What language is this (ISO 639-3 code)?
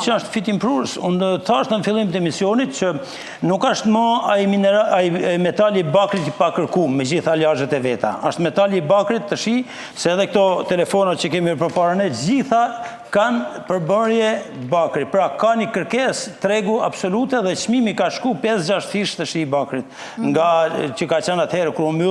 sqi